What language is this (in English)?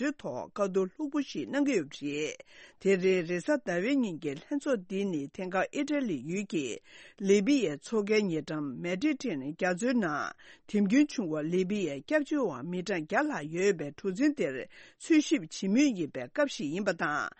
Tibetan